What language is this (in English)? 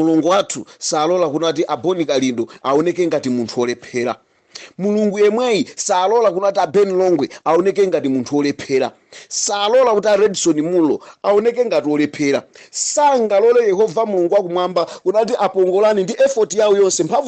Nyanja